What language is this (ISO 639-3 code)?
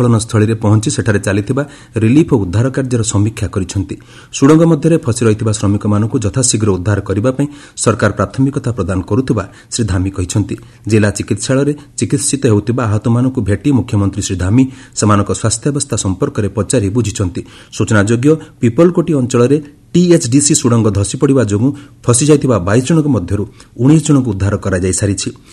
ori